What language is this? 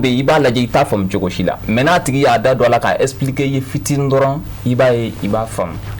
Bambara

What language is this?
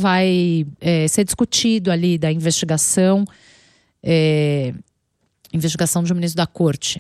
Portuguese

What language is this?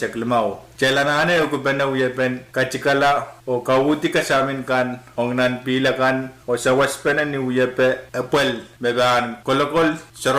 Pohnpeian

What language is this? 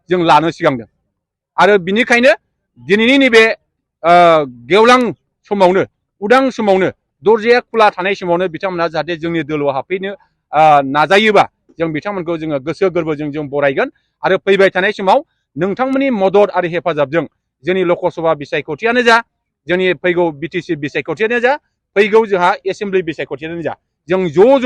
Bodo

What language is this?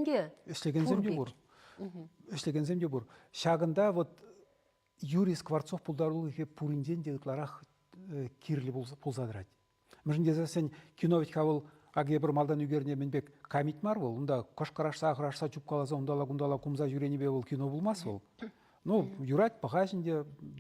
Chuvash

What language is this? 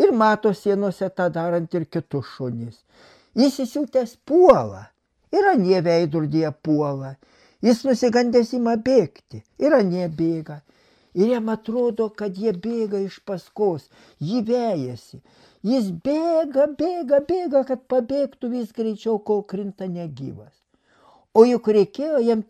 Lithuanian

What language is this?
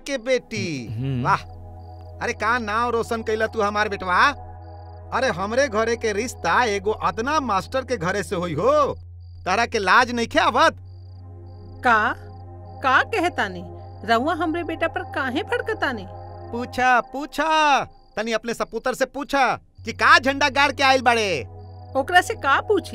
Bhojpuri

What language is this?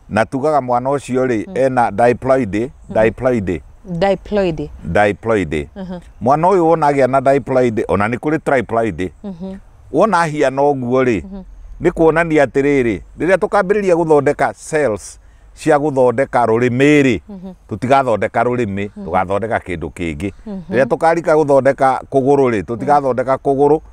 Kikuyu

